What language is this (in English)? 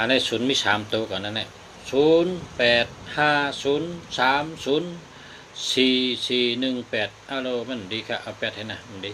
Shan